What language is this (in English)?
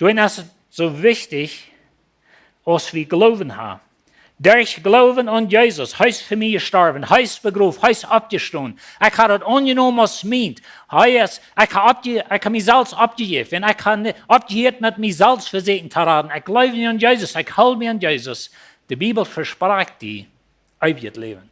Plautdietsch